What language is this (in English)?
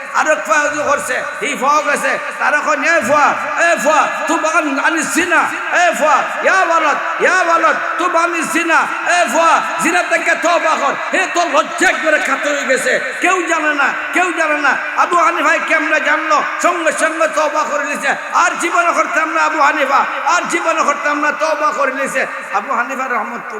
Sylheti